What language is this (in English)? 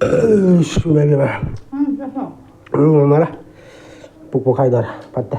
Manipuri